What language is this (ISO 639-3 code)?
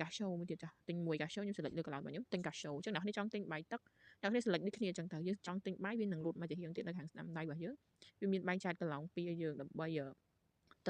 khm